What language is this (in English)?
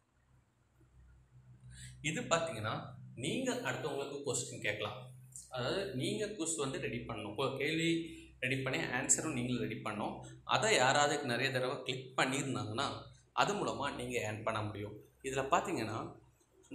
Tamil